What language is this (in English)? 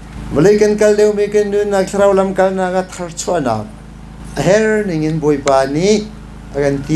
Hakha Chin